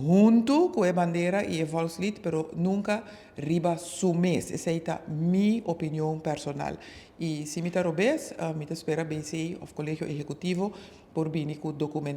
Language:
Papiamento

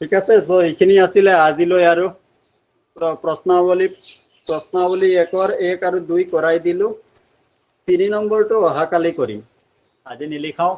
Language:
Assamese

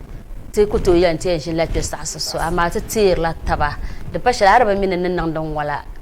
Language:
Dagbani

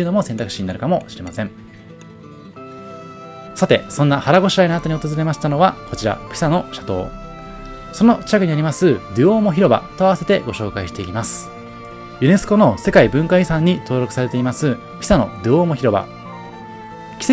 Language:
Japanese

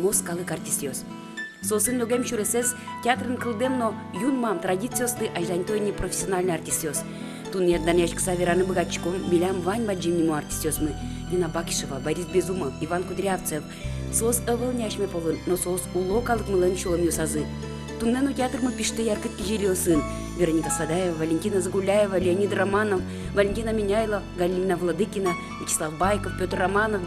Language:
Udmurt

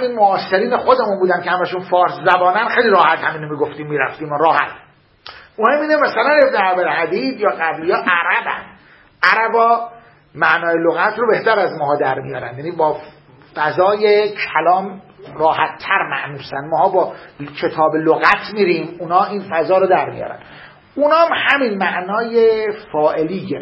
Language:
Persian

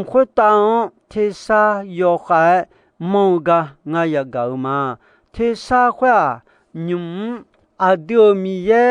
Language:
Akha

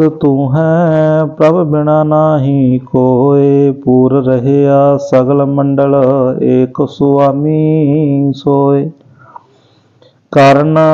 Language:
Punjabi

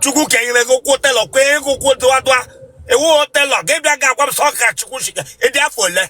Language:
Igbo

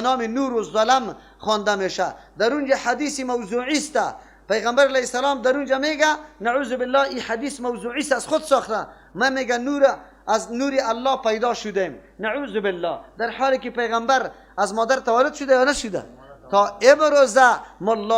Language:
Persian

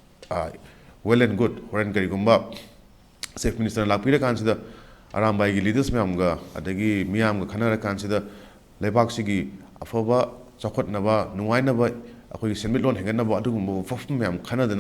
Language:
Manipuri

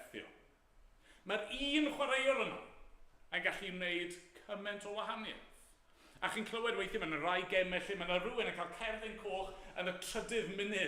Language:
Welsh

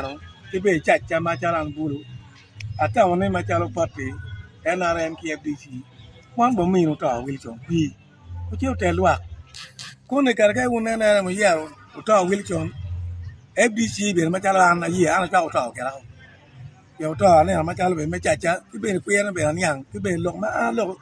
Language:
Acoli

